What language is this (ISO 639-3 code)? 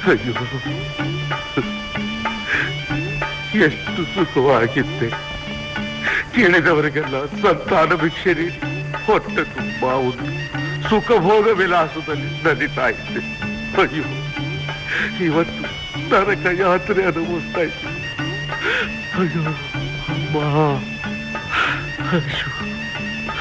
kan